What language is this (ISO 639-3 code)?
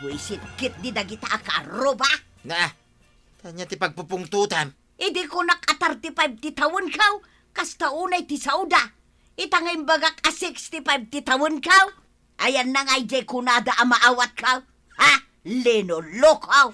ilo